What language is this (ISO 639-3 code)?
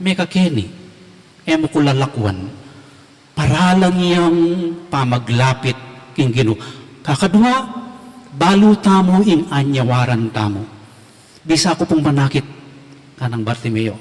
pam